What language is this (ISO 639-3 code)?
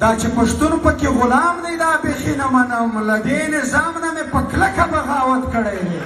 pus